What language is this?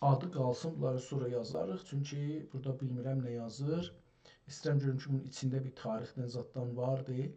South Azerbaijani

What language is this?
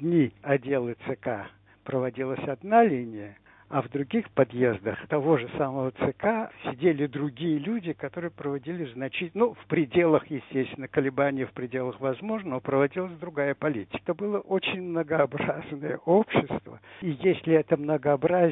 Russian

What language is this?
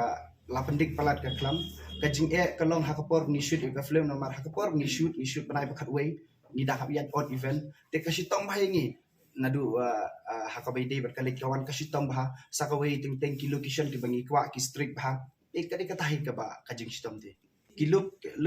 Khasi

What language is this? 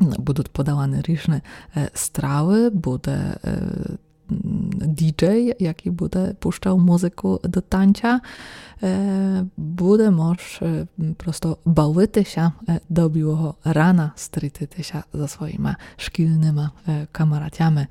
Rusyn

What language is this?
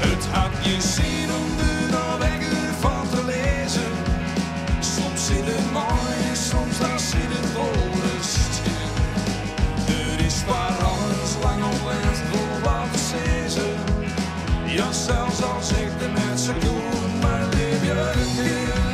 Western Frisian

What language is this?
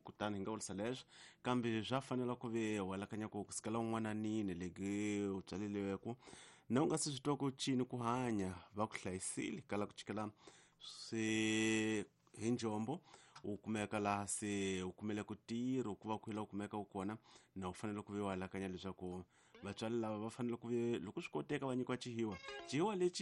Tsonga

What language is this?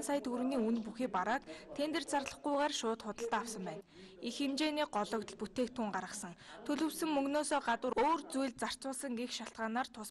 Mongolian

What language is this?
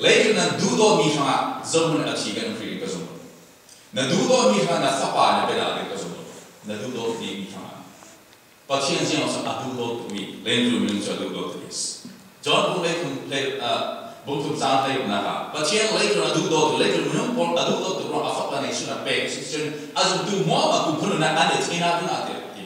Falam Chin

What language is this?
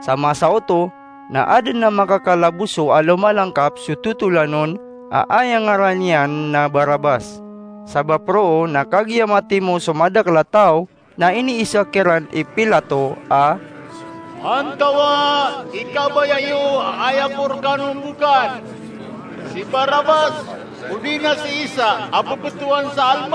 Maranao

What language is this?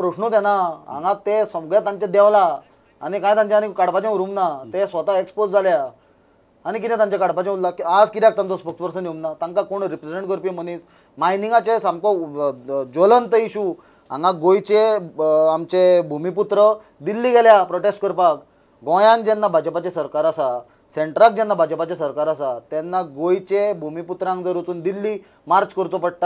Konkani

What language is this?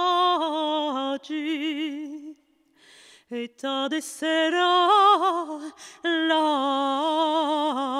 Occitan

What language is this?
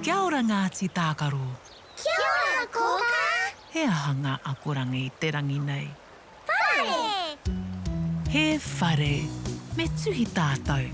Māori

